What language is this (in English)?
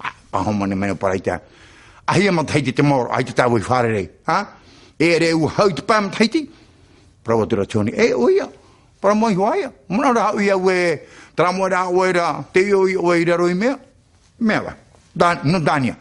Tahitian